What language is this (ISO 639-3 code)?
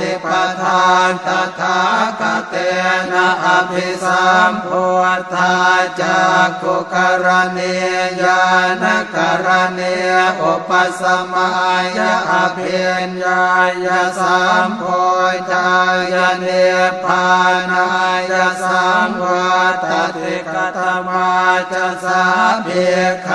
pli